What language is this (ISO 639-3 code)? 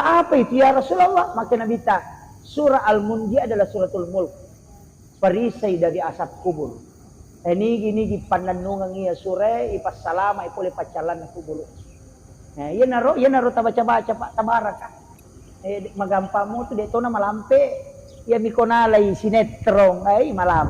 bug